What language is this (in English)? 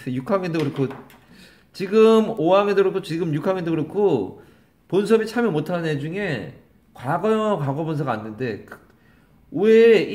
Korean